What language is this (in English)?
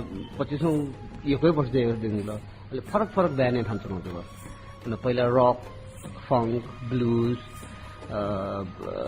Newari